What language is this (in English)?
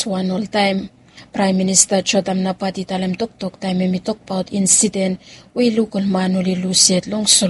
Bislama